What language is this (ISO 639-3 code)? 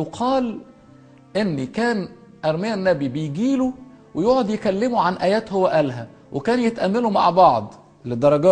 arz